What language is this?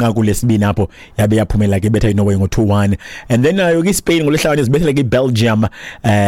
Xhosa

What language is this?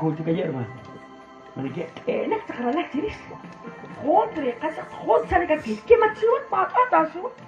Kekchí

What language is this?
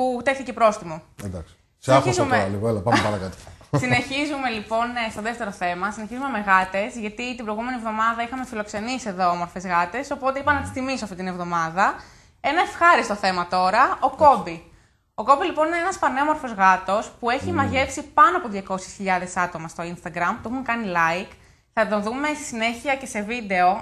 Greek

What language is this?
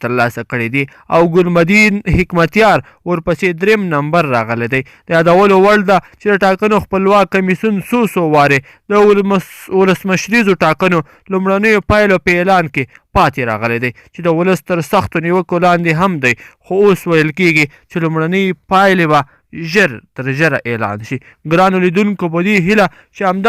Pashto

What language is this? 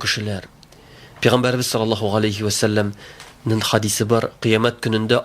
Tatar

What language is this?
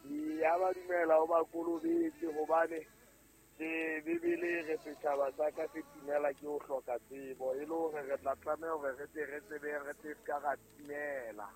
Southern Sotho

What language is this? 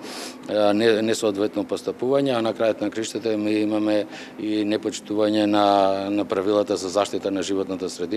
Macedonian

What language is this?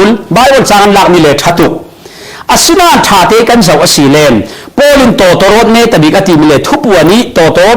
Falam Chin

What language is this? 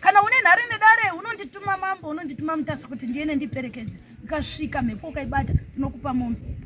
Shona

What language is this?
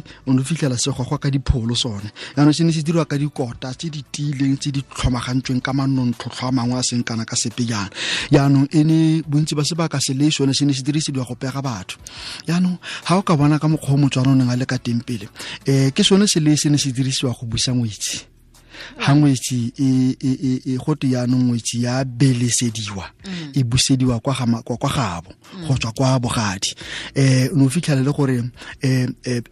Tswana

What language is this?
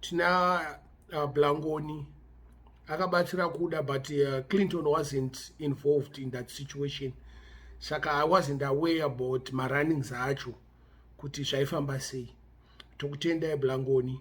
Shona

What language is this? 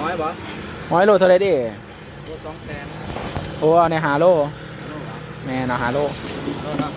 Lao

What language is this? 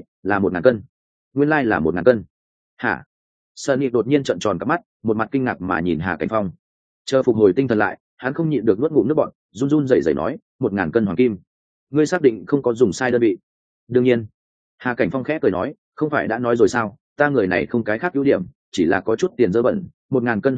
Vietnamese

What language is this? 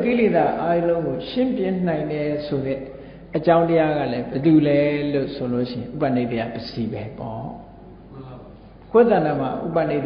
Burmese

